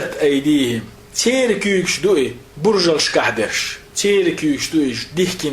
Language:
Chechen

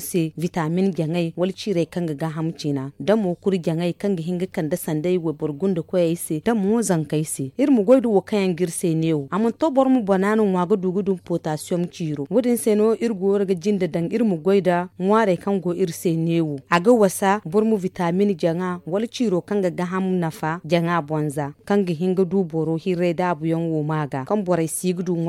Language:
Zarma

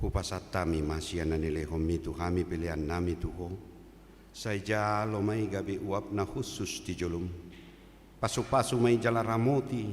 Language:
Batak Toba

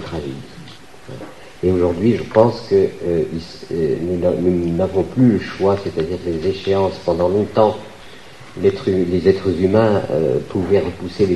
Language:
French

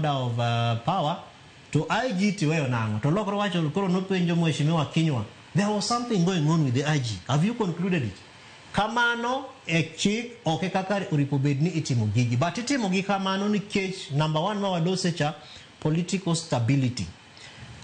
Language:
Luo (Kenya and Tanzania)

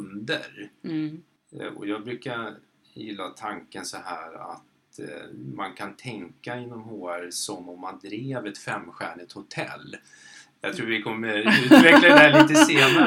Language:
Swedish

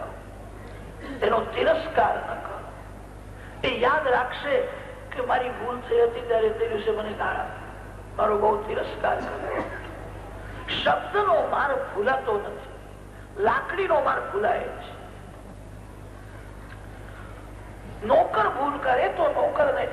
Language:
Gujarati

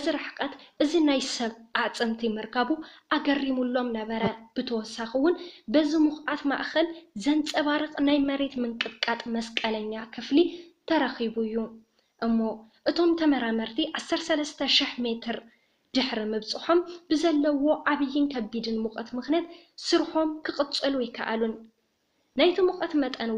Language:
Tigrinya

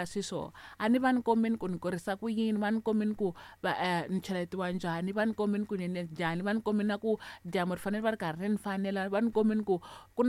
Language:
Tsonga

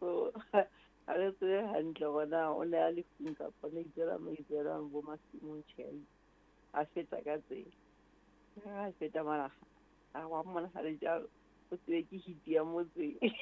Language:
Southern Sotho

